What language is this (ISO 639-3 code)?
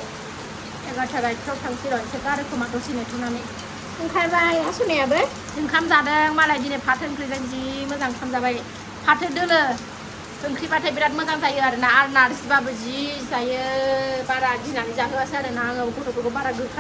brx